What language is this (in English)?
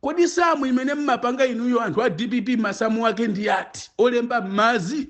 Nyanja